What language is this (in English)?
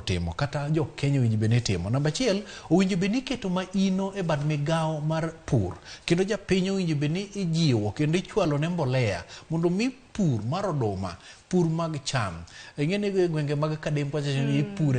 Luo (Kenya and Tanzania)